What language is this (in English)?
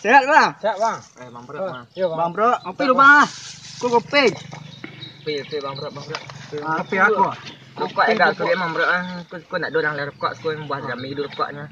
Minangkabau